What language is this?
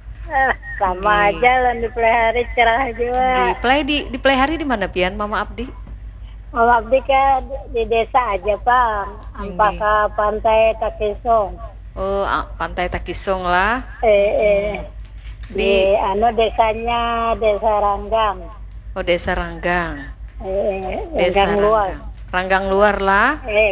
Banjar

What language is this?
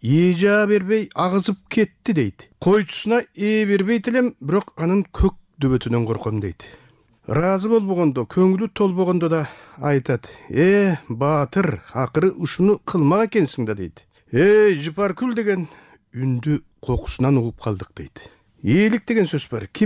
Kyrgyz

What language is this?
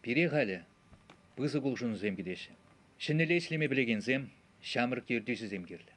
Chuvash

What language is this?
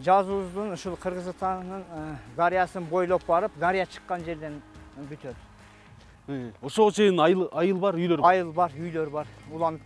Kyrgyz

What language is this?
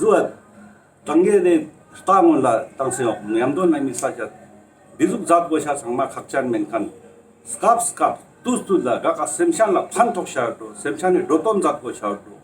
Ladakhi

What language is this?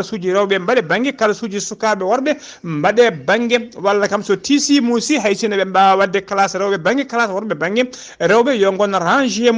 Fula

